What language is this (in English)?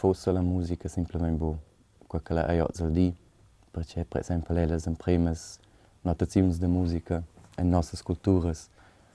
Romansh